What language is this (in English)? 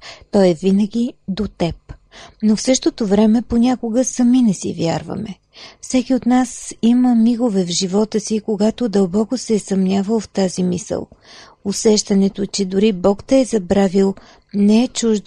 Bulgarian